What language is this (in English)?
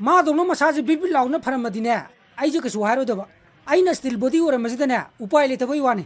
Manipuri